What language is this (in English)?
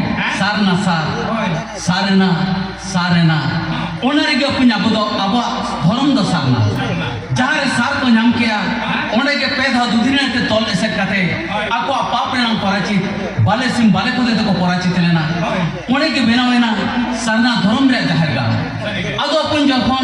Santali